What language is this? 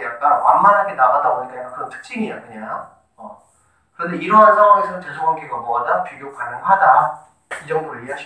Korean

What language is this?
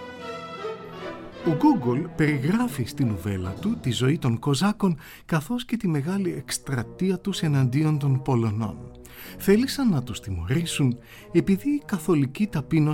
Greek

